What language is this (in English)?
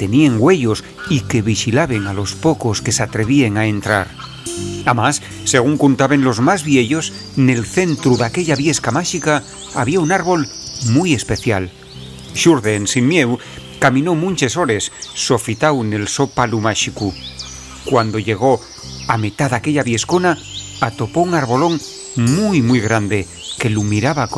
Asturian